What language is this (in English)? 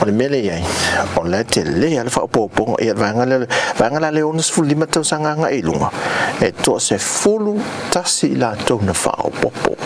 Samoan